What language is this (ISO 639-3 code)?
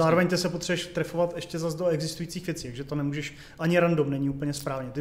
ces